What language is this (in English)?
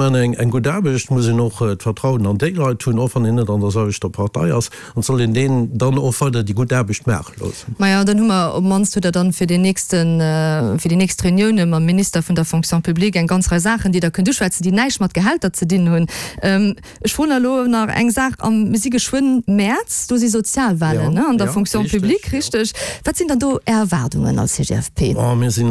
Luxembourgish